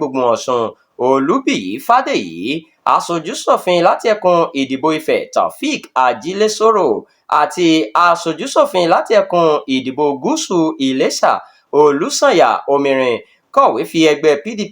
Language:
Yoruba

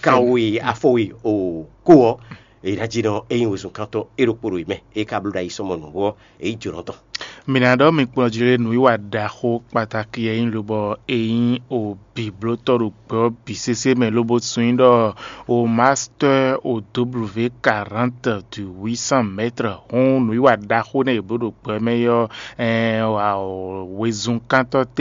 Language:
Fon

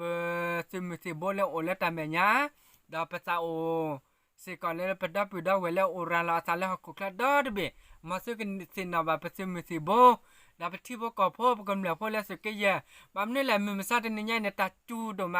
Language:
S'gaw Karen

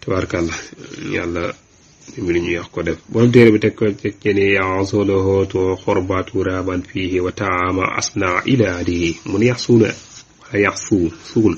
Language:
Wolof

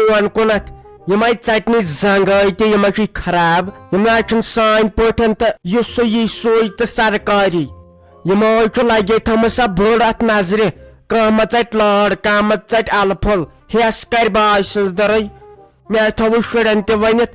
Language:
Kashmiri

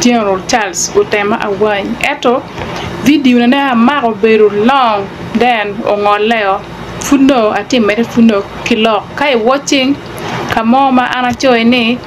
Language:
Acoli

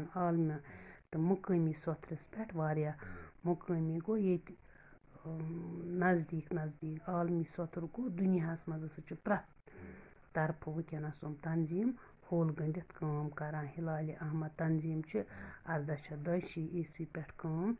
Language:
Kashmiri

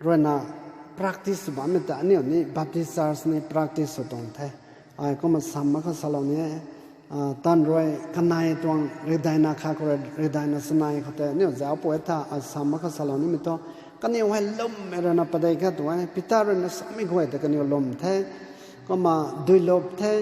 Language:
Rongmei Naga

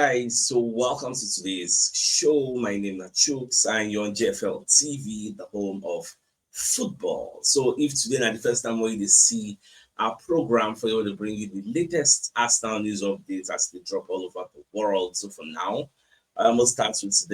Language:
Nigerian Pidgin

